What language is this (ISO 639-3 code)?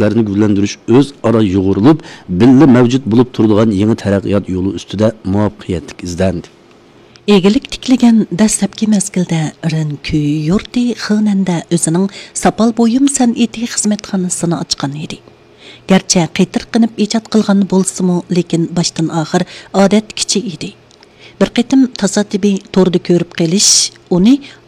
uig